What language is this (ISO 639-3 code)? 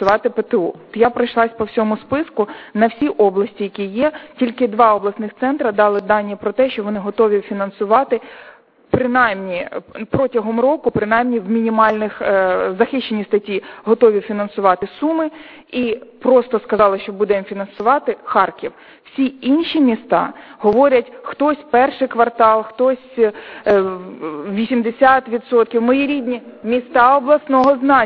ukr